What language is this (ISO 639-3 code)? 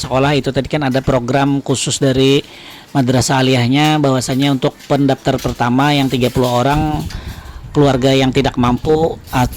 bjn